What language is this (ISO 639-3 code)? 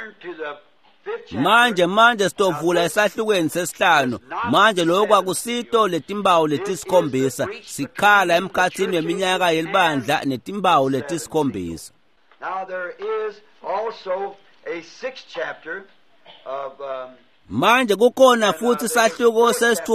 ssw